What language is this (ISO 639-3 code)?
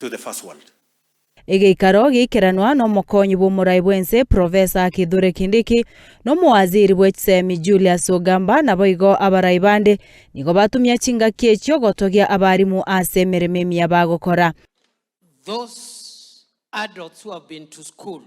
guz